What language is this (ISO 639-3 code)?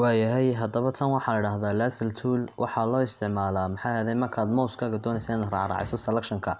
som